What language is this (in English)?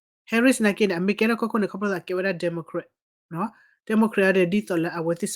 S'gaw Karen